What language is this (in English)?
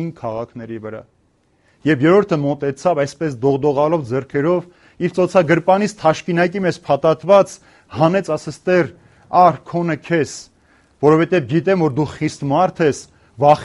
Armenian